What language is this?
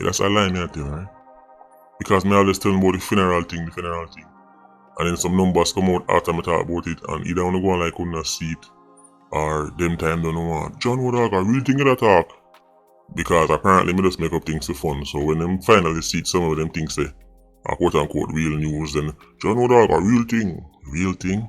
Jamaican Creole English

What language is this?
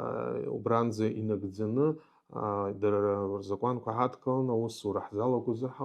Abkhazian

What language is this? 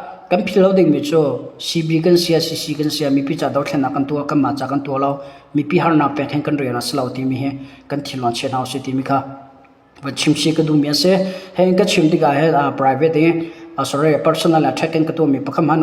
Hakha Chin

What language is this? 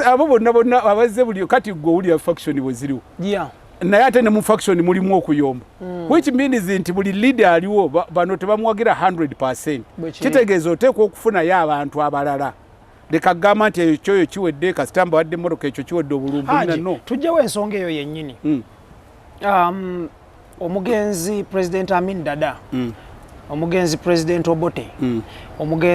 Ganda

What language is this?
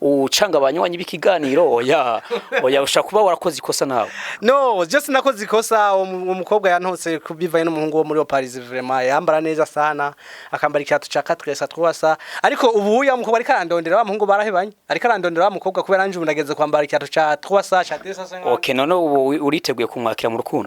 Rundi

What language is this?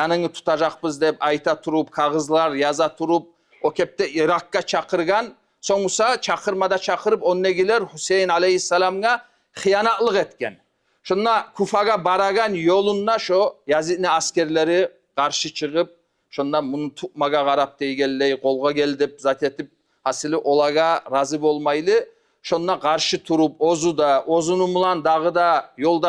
Kumyk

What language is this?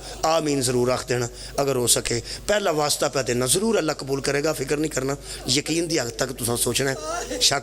Pahari-Potwari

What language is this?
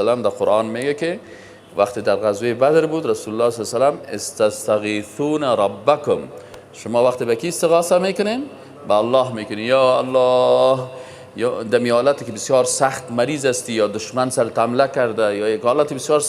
Persian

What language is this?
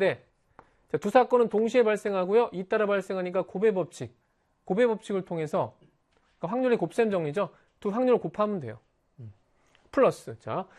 Korean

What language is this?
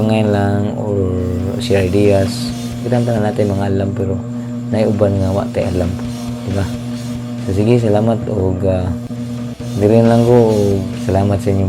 Cebuano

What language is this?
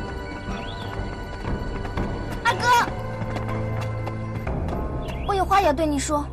Chinese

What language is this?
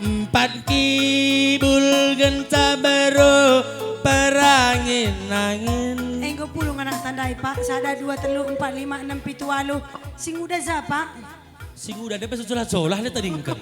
Batak Karo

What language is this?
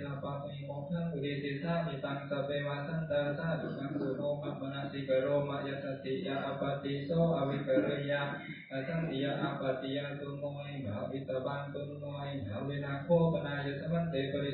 Pali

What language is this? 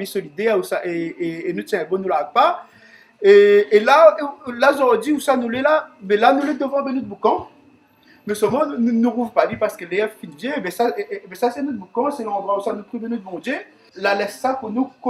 Réunion Creole French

